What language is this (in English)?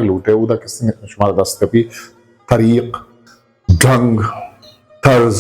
Eastern Balochi